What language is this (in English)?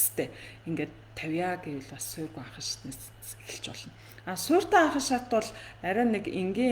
Mongolian